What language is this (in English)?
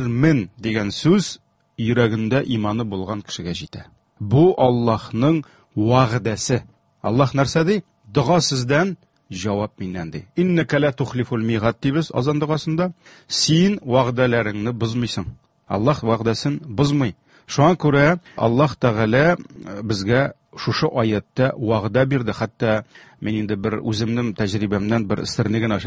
Tatar